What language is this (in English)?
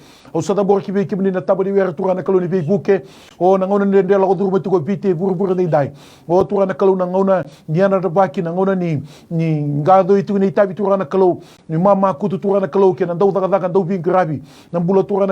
Fijian